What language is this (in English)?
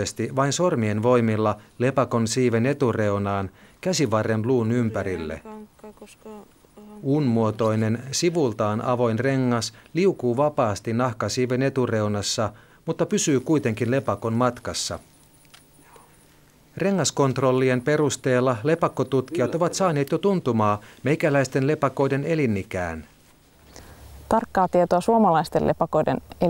Finnish